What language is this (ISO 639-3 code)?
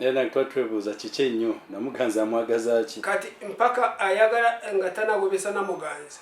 lug